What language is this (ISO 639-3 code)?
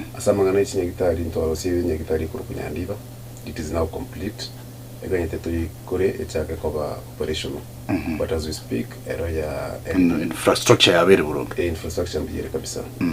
guz